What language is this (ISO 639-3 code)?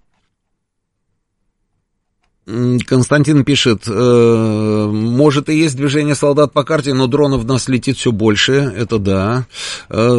rus